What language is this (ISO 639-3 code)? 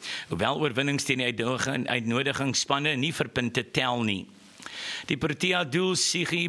afr